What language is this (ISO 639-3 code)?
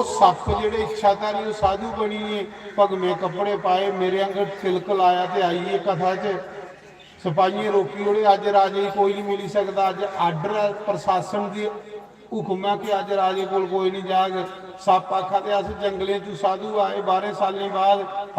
doi